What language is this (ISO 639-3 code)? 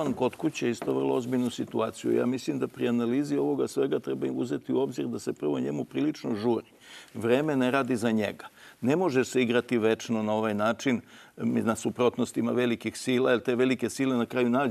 srp